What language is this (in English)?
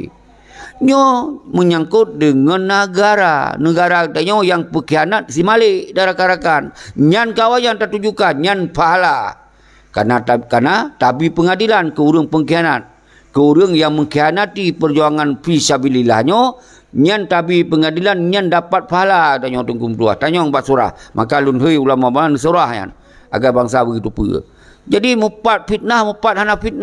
Achinese